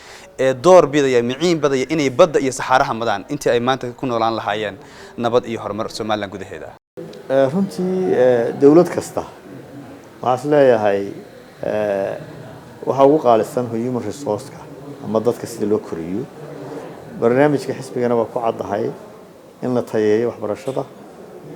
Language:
Somali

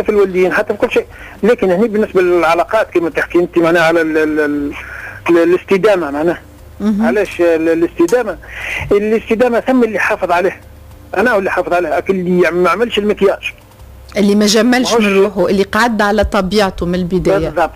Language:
Tunisian Arabic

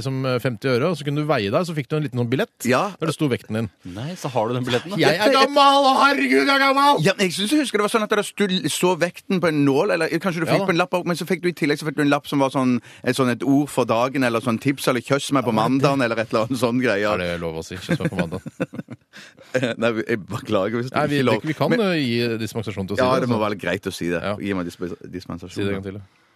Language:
Norwegian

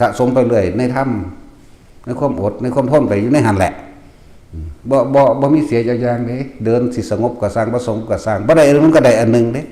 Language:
Northeastern Thai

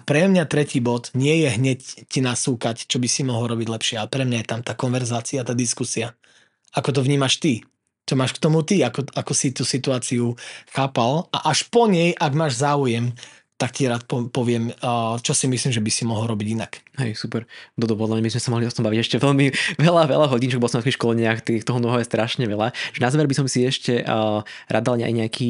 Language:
Slovak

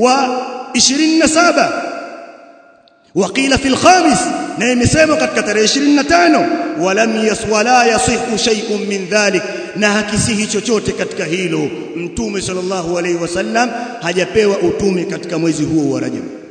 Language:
Swahili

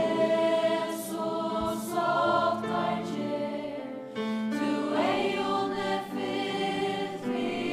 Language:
Faroese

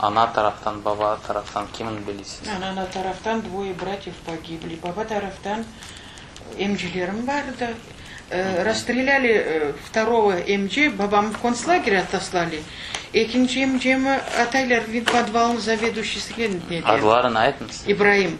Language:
Crimean Tatar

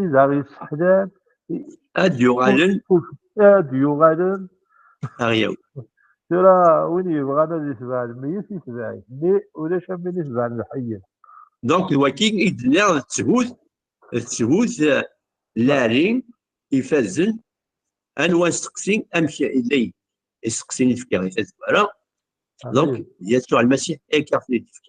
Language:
Kabyle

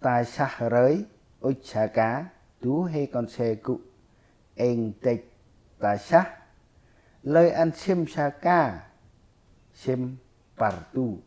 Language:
Central Mnong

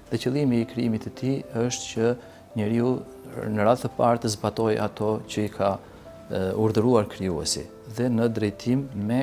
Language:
Albanian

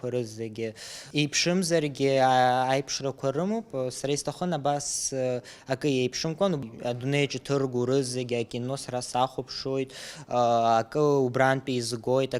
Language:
Abkhazian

